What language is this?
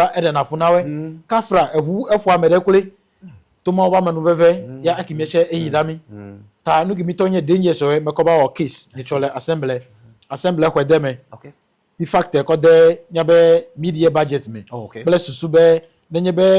Ewe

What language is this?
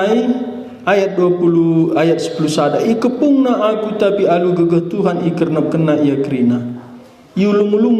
Batak Karo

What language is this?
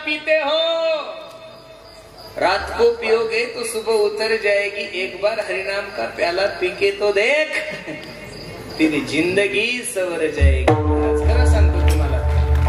Marathi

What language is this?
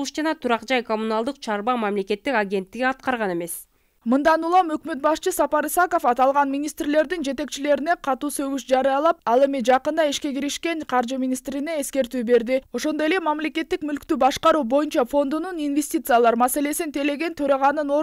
Kyrgyz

